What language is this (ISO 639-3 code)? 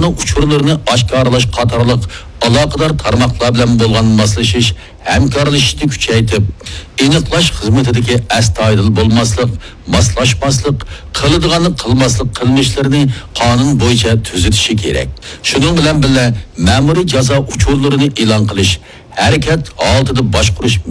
uig